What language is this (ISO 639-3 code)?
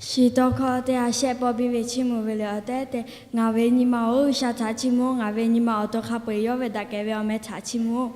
lhu